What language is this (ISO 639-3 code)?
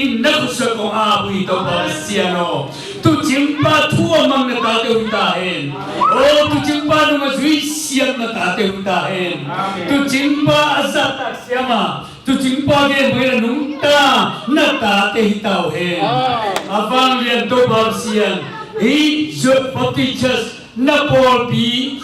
ctd